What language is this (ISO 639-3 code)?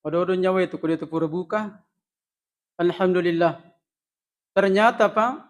bug